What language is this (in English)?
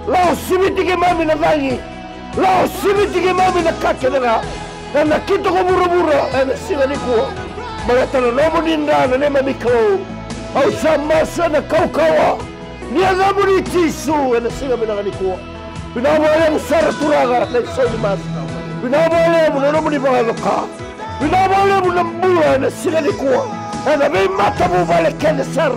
Fijian